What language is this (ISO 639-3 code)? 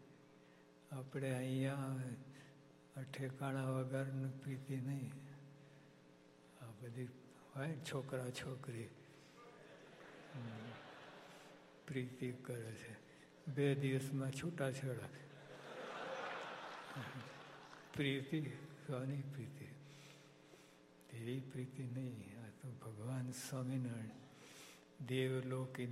guj